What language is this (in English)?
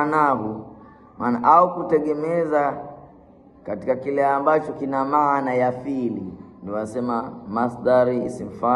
Swahili